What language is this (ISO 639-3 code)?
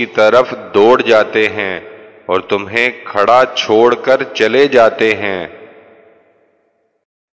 urd